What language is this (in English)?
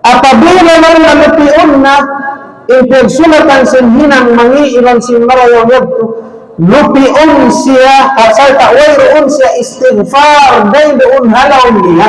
Tausug